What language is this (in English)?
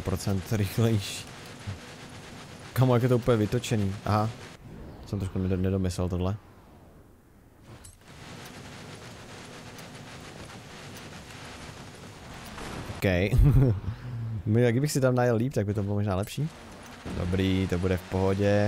Czech